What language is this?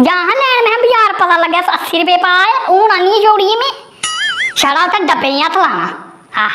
Dogri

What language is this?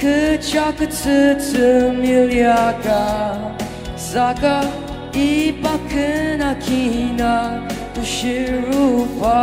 Ao Naga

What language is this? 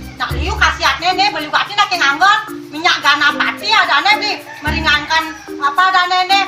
Balinese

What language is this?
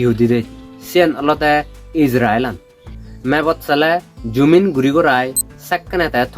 Chakma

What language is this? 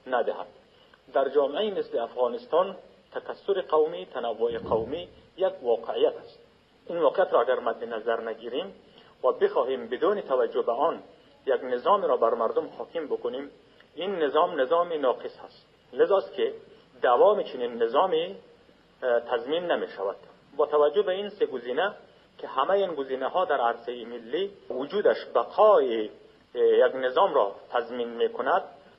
Persian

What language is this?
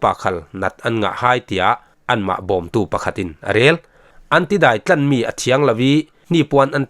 Falam Chin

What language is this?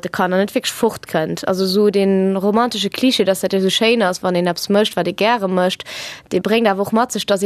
Luxembourgish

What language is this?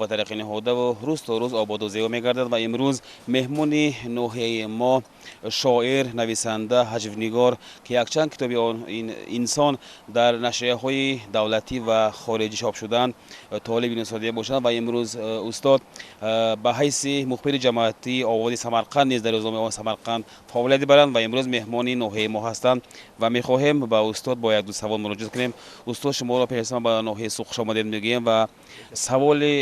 Tajik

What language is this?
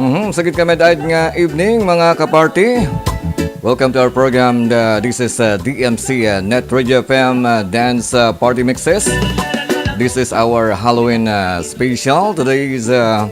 Hiligaynon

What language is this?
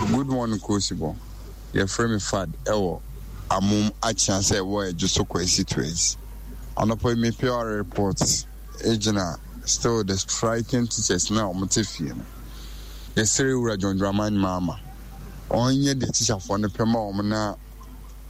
Akan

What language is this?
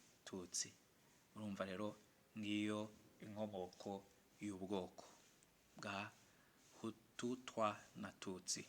Kinyarwanda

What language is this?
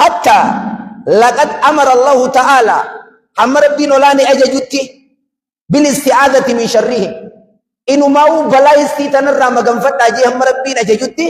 Oromo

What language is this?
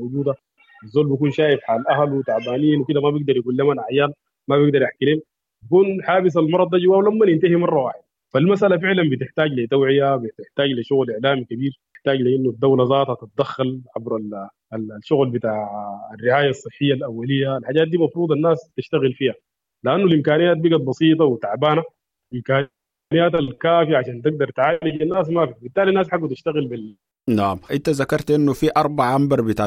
Sudanese Arabic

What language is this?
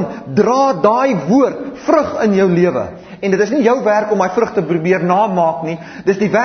Afrikaans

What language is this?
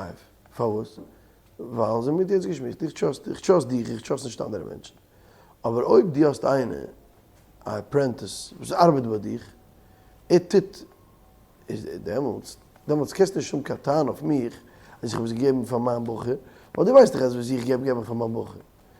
Yiddish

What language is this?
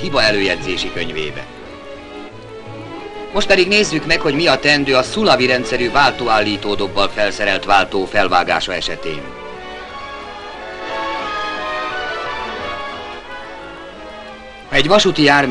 Hungarian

